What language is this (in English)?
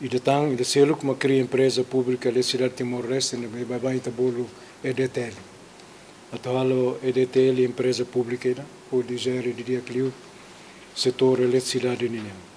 Tetum